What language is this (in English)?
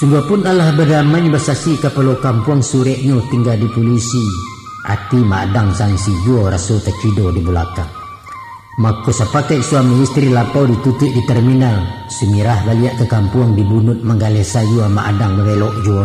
Minangkabau